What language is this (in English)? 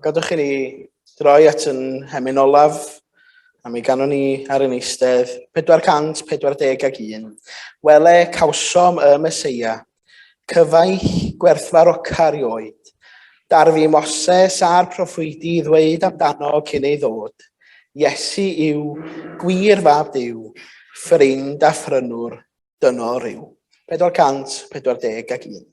Welsh